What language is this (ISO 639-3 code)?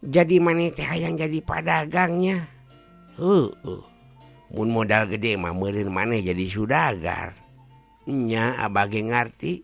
sun